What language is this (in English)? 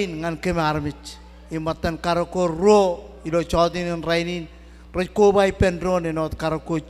Marshallese